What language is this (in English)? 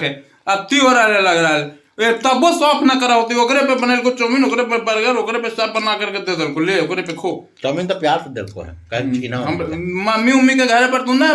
Magahi